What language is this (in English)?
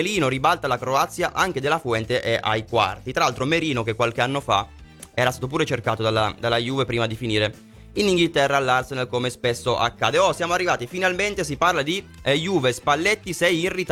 Italian